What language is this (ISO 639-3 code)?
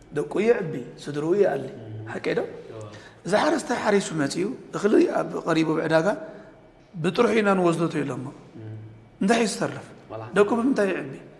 tir